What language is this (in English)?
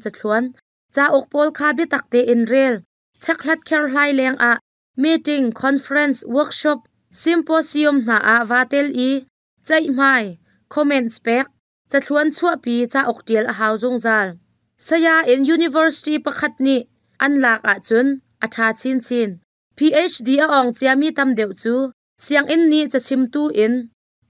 Hakha Chin